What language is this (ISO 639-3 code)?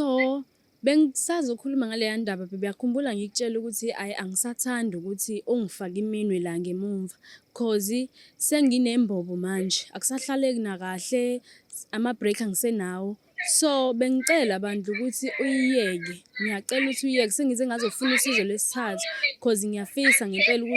zul